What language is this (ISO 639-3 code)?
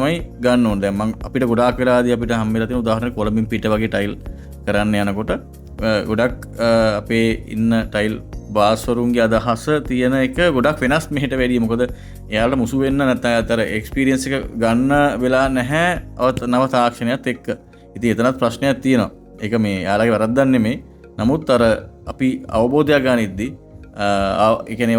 sin